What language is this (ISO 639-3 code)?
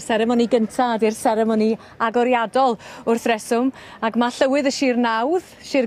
cym